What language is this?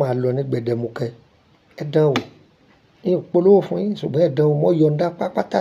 Yoruba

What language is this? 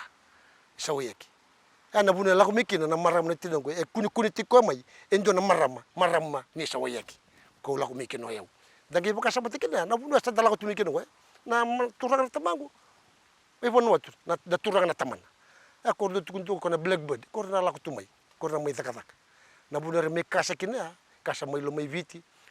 Fijian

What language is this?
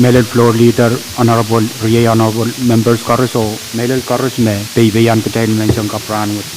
Pohnpeian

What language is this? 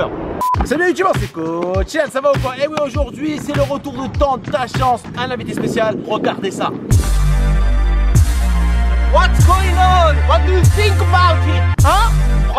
French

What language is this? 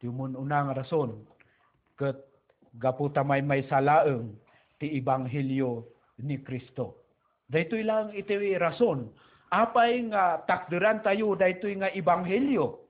Iloko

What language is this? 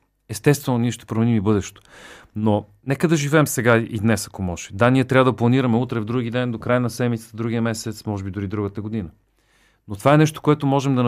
Bulgarian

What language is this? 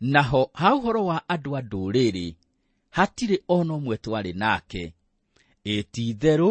Kikuyu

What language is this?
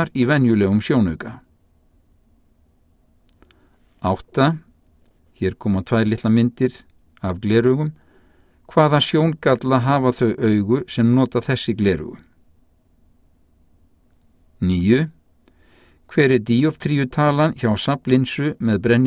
Icelandic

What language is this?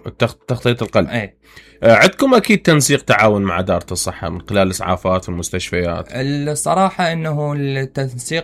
Mesopotamian Arabic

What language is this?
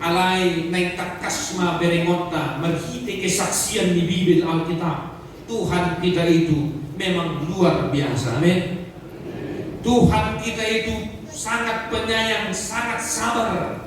Batak Toba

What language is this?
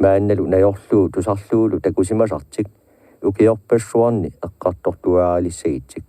Kalaallisut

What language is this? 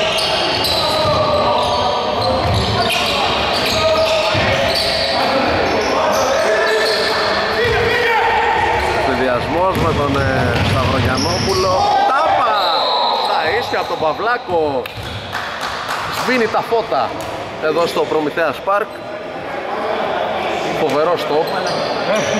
Greek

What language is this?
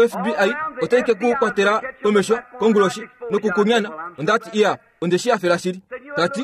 Kuanyama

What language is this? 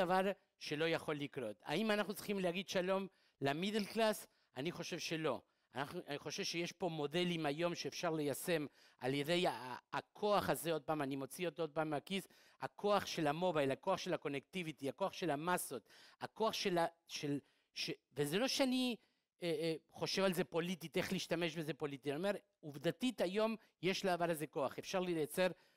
Hebrew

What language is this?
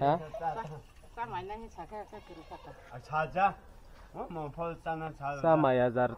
Kok Borok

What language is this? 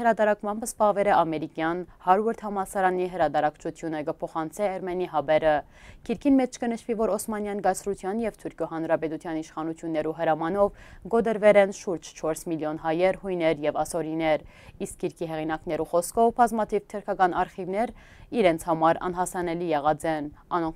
Western Armenian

